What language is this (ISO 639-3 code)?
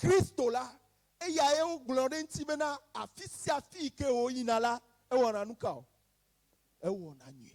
ewe